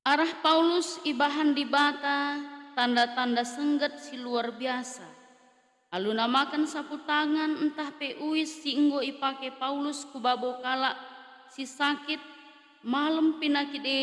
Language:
Batak Karo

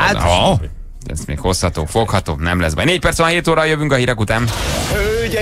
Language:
Hungarian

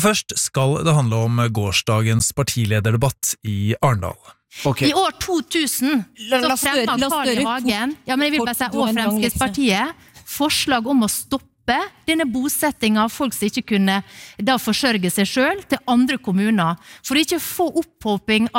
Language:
Norwegian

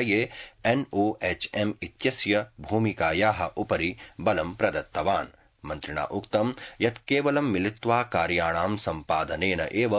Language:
Sanskrit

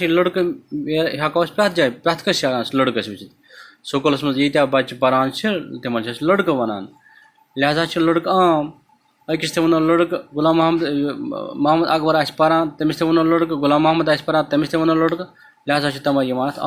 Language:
Kashmiri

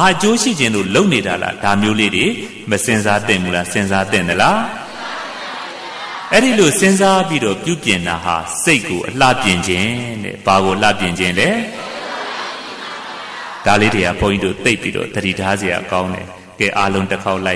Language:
Burmese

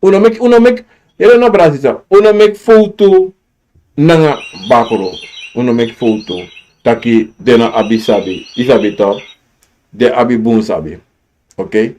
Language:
Sranan Tongo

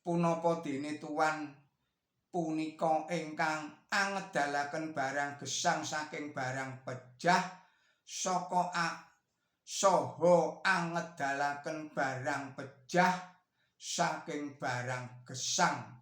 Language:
Javanese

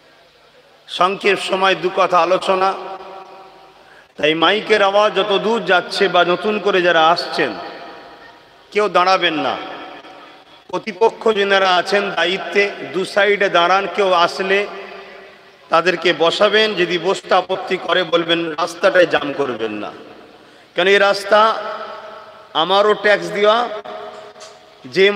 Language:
Bangla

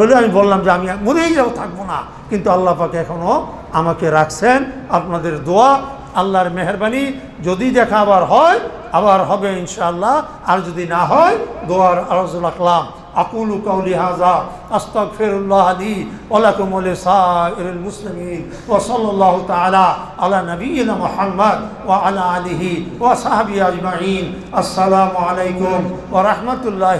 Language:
Bangla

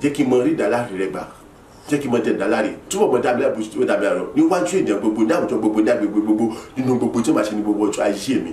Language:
Yoruba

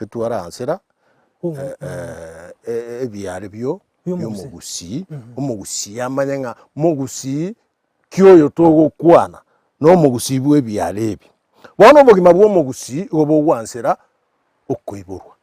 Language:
Gusii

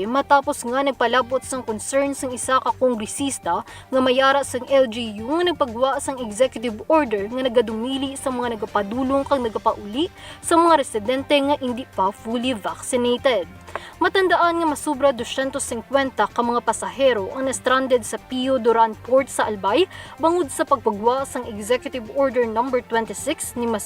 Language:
Hiligaynon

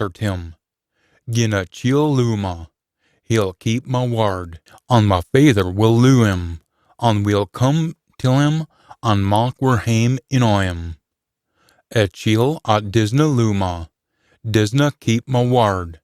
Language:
Scots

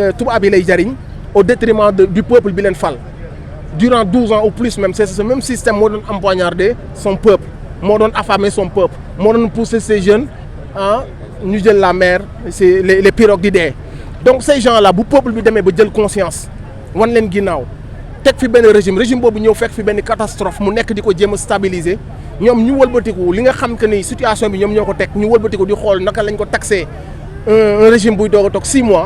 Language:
Wolof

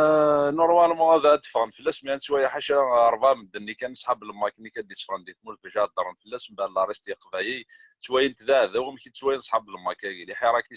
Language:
Kabyle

